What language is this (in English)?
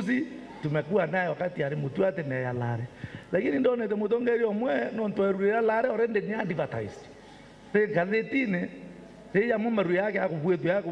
Meru